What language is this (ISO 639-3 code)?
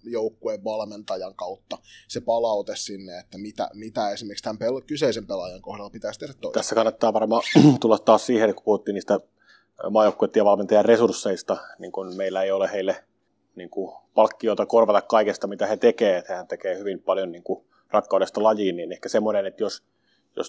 fin